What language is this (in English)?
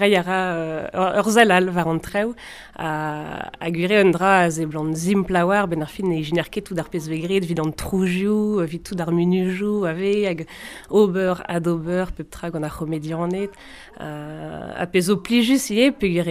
Breton